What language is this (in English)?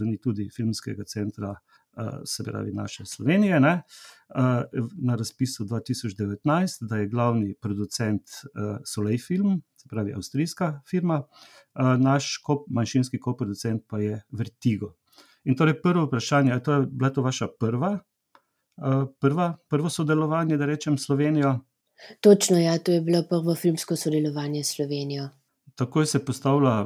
Slovenian